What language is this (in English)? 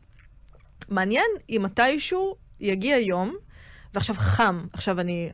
Hebrew